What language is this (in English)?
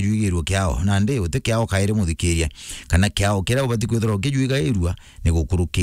Meru